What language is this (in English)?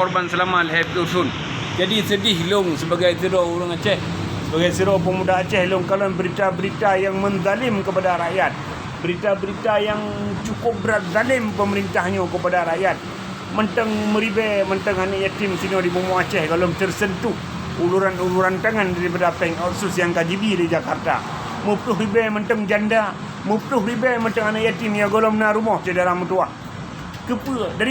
Achinese